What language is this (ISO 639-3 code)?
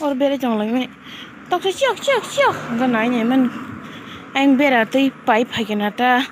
trp